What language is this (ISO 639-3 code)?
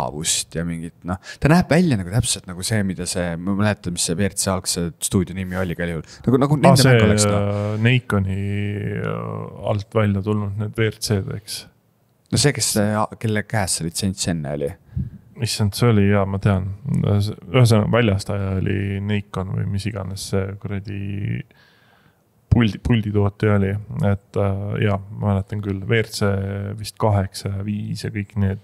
est